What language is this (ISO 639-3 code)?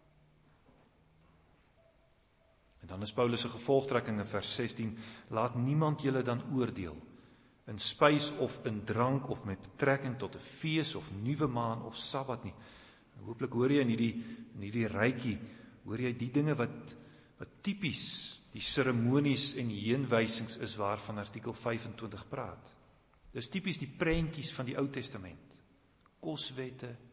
afr